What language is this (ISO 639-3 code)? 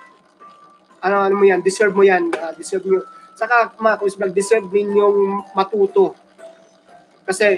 fil